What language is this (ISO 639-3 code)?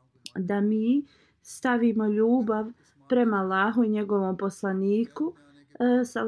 bos